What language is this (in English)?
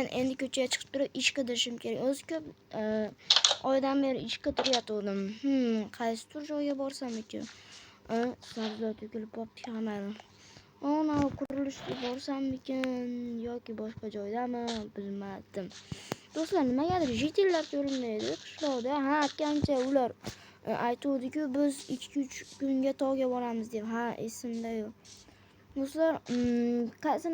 Uzbek